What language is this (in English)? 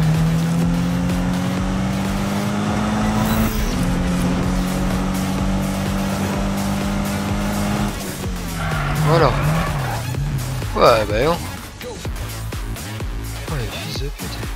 French